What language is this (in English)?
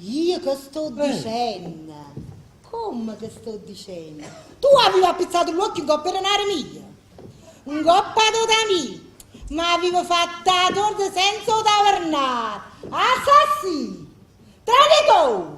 Neapolitan